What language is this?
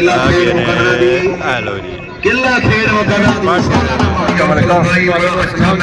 Pahari-Potwari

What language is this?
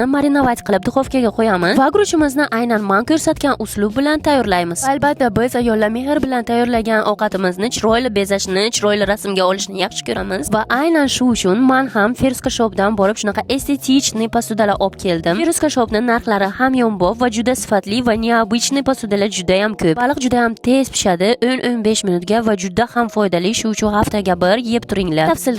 Uzbek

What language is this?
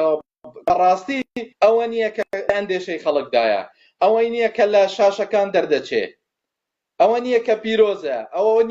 Central Kurdish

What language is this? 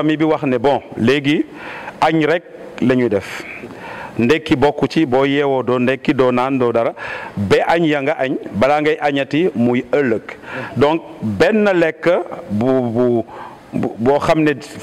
Wolof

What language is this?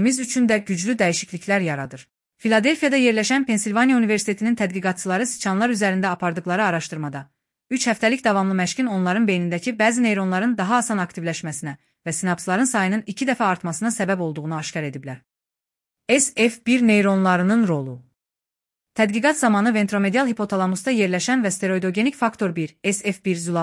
Azerbaijani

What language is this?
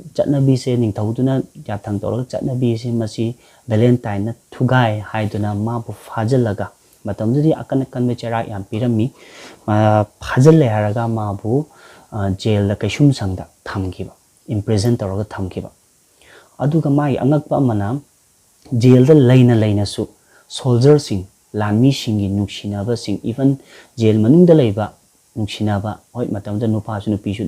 Manipuri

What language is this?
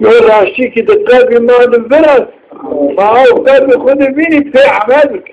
Zaza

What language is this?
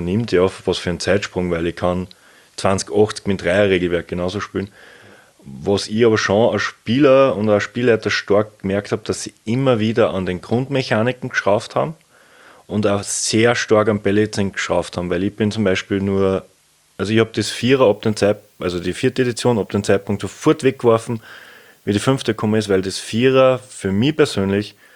German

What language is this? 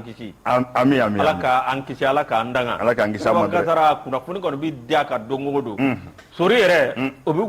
Bambara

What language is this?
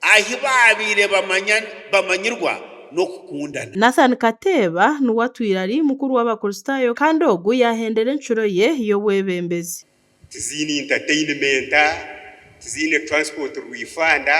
Nyankole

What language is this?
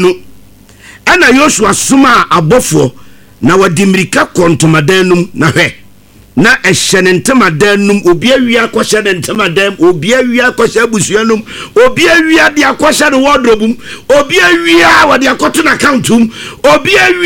Akan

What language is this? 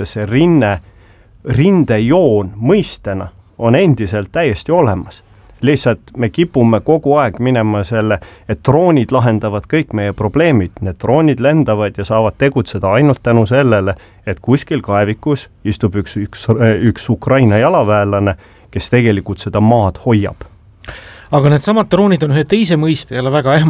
Estonian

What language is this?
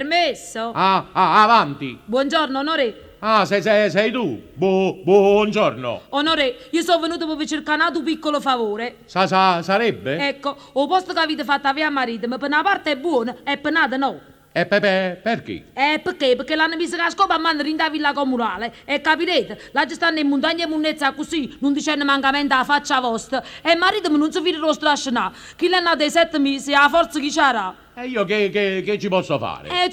Neapolitan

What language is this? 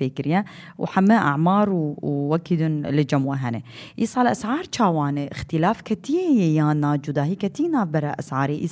Kurdish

